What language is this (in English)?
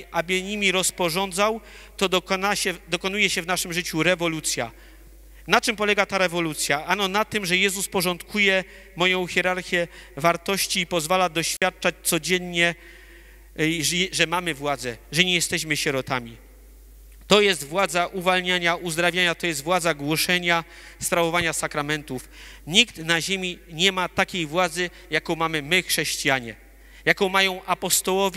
Polish